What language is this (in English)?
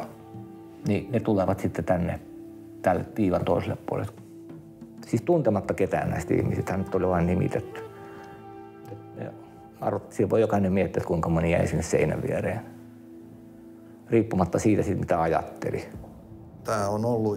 Finnish